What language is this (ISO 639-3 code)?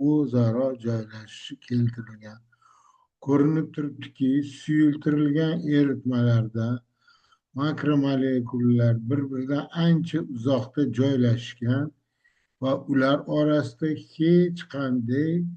uzb